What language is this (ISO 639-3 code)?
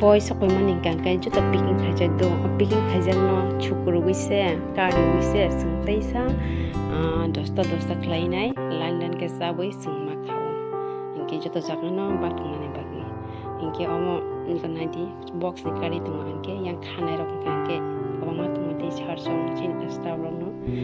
trp